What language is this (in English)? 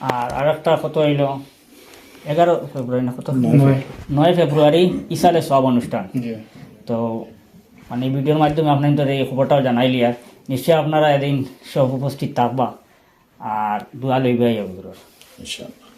Sylheti